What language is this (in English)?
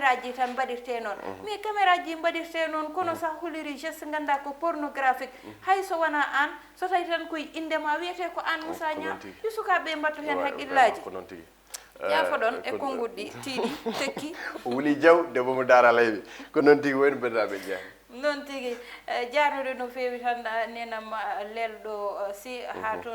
Fula